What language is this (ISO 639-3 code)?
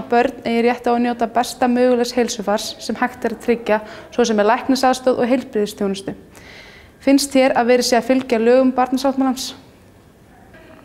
isl